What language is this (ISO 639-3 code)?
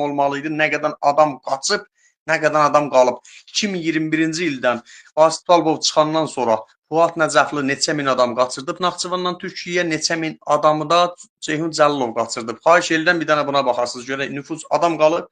aze